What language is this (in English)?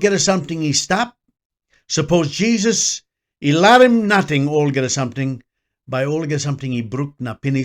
Tok Pisin